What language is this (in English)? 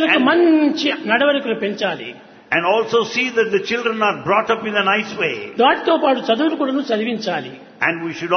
Telugu